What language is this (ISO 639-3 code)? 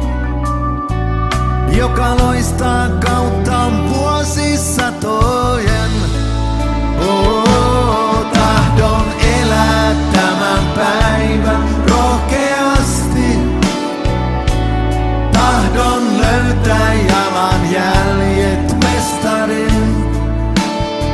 fin